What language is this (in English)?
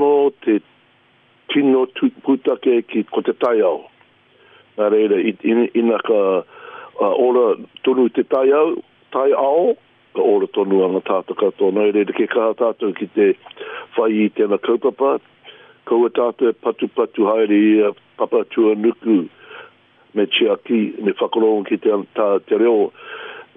Māori